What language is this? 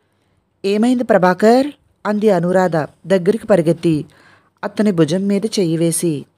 Telugu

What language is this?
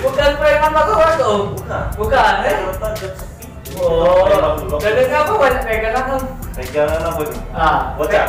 Musi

